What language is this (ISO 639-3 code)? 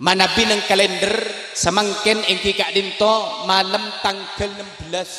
mad